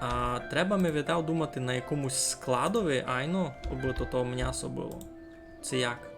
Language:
Rusyn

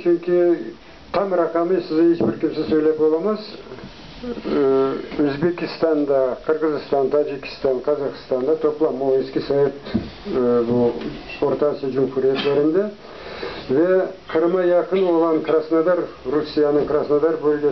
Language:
Crimean Tatar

